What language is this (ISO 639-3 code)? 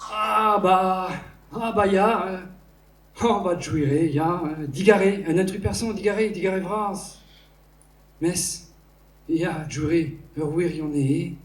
bre